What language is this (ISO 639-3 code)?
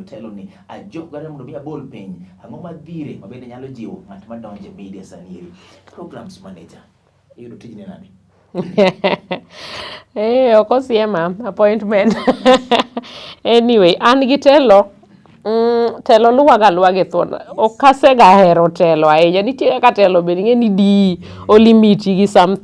luo